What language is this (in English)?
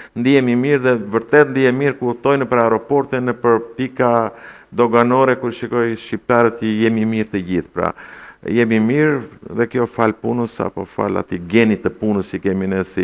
Albanian